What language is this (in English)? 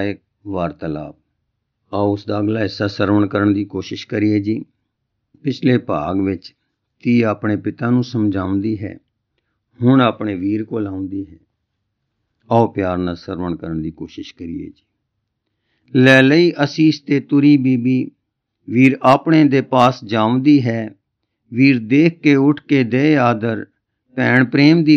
Punjabi